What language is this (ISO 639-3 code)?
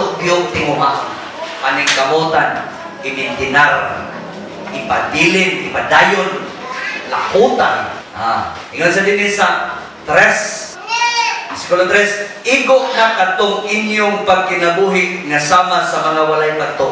ceb